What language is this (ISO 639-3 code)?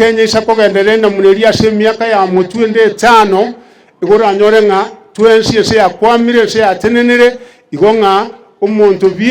guz